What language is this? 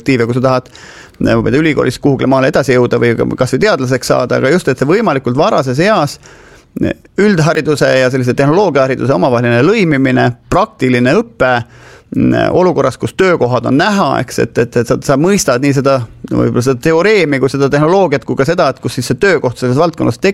Estonian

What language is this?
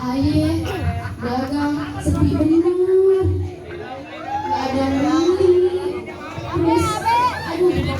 Betawi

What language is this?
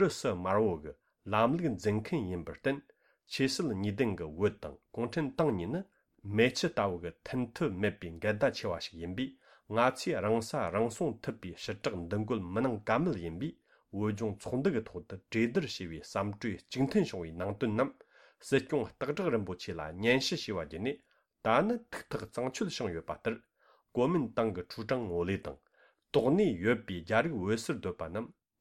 Tibetan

